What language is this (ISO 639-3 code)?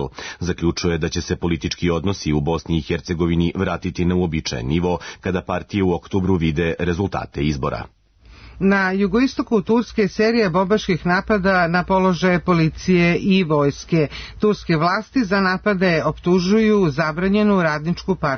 srp